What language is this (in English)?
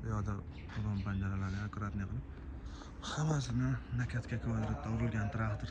Uzbek